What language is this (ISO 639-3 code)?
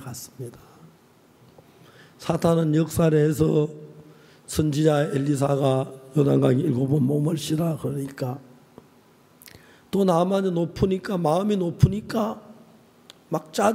kor